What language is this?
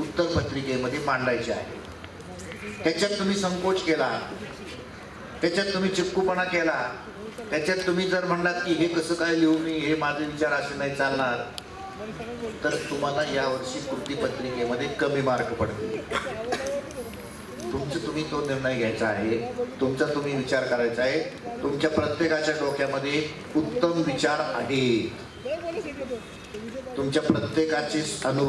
Marathi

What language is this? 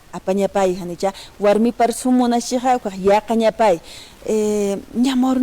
Aymara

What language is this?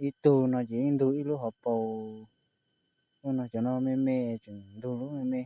Hmong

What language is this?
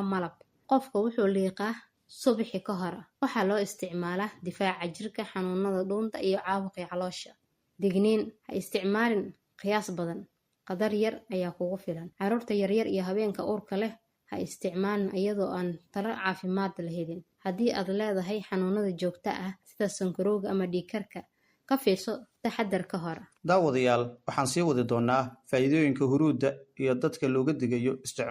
Somali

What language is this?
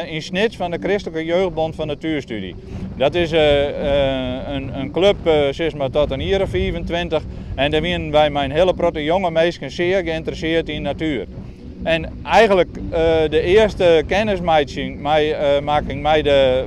Western Frisian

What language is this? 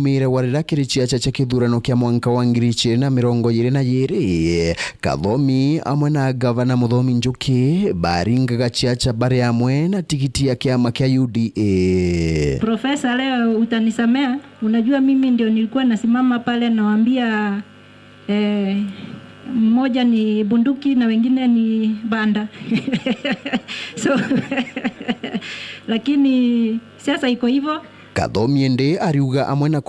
Meru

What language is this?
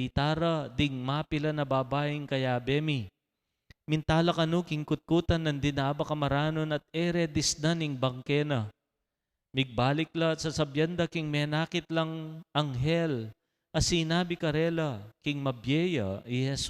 Pampanga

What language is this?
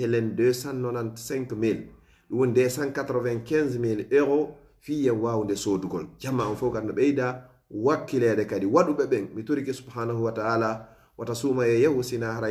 Fula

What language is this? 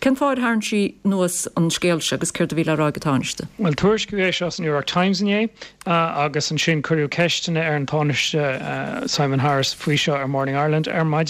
Irish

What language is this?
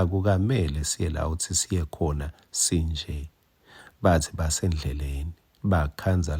Swati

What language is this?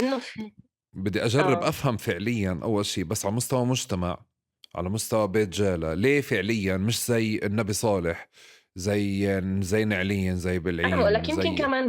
North Levantine Arabic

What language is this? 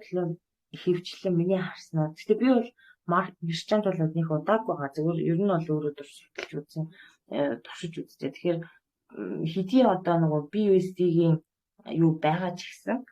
Mongolian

